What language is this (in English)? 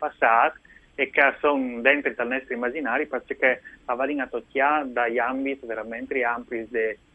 Friulian